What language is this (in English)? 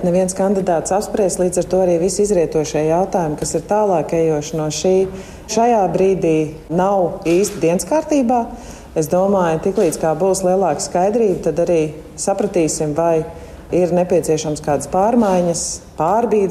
Latvian